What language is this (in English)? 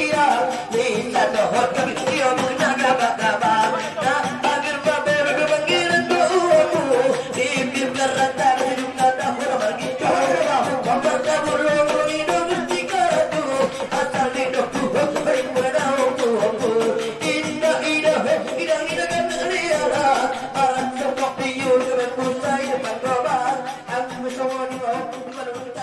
Batak Angkola